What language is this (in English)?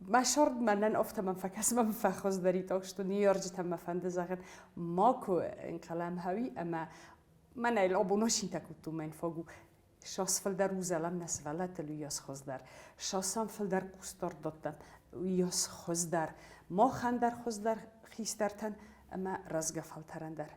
Ossetic